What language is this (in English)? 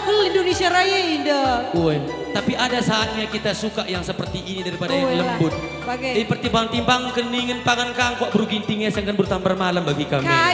Batak Karo